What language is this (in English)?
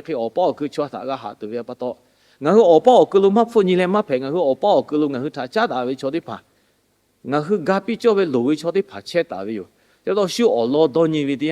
Lahu